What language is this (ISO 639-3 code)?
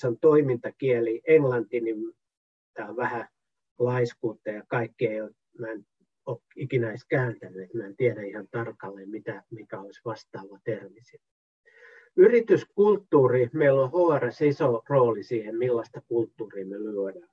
fin